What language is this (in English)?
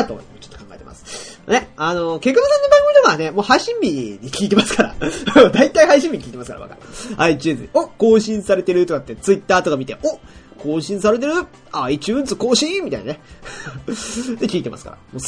Japanese